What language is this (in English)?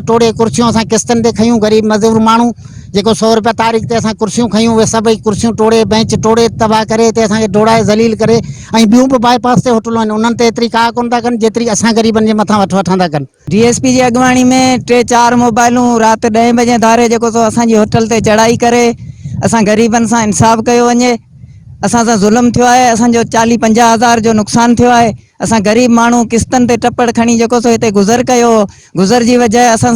Sindhi